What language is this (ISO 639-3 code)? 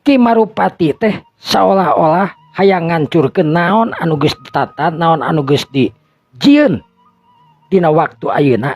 sun